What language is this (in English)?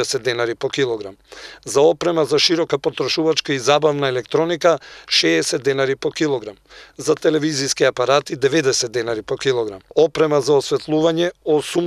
Macedonian